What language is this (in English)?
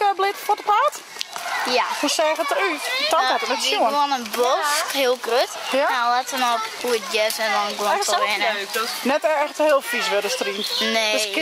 Western Frisian